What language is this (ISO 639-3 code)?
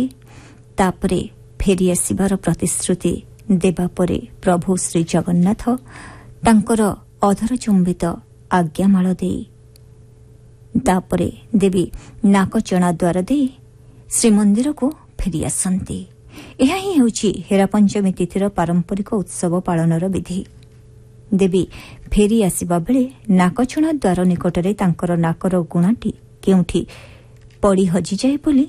ori